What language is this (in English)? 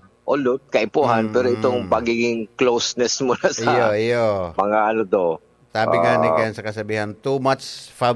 Bikol